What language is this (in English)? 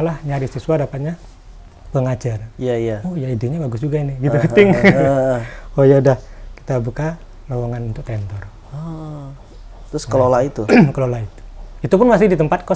Indonesian